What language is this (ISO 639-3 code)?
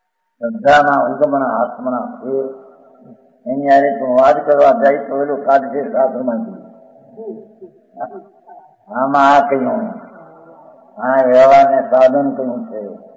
guj